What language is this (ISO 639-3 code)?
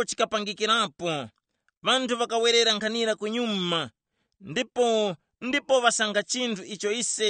tum